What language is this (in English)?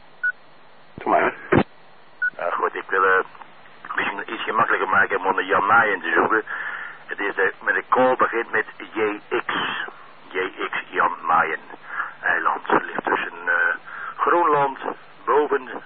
Dutch